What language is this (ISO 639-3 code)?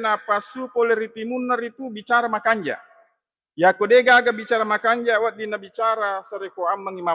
bug